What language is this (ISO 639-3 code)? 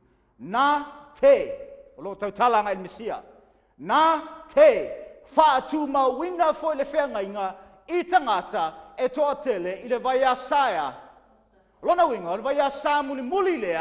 smo